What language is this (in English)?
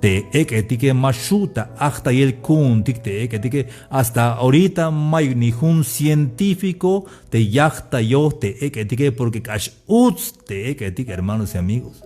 Tzeltal